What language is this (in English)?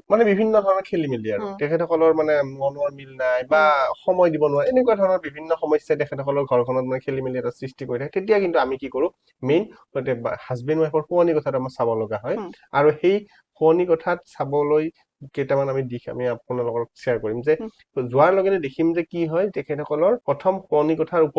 Assamese